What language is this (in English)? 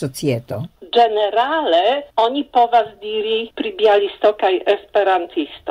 Esperanto